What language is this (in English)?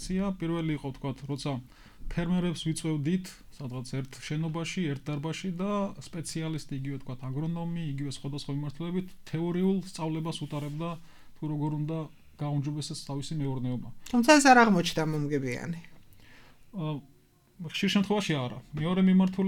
Georgian